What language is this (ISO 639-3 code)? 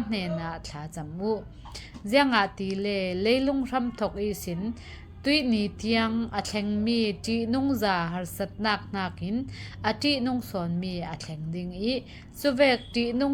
cfm